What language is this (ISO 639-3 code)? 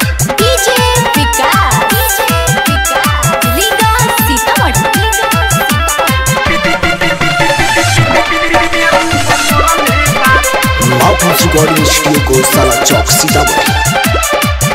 bho